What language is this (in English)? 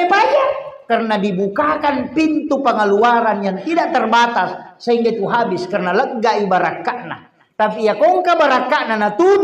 Buginese